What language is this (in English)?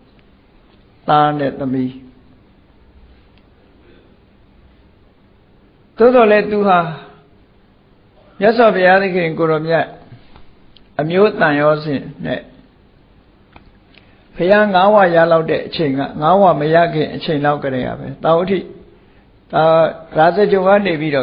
Burmese